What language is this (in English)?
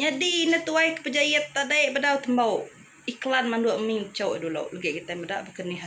Iban